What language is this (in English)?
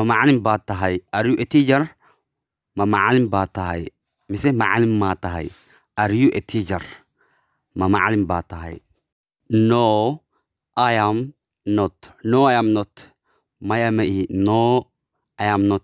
Somali